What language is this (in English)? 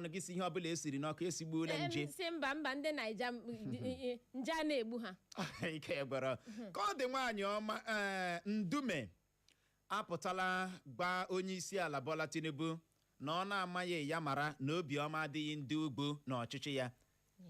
Igbo